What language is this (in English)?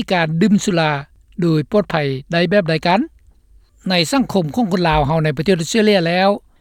Lao